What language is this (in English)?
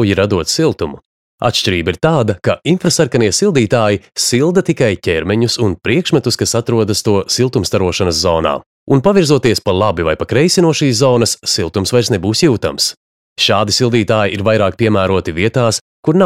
Latvian